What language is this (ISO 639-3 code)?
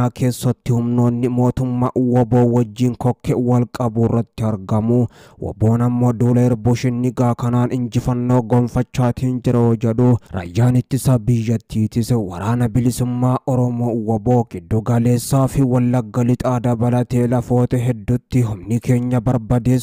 orm